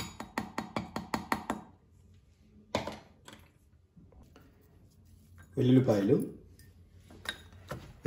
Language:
Telugu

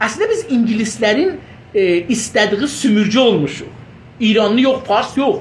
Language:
South Azerbaijani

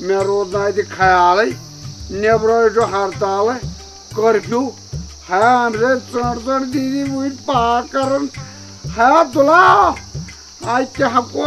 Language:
Kashmiri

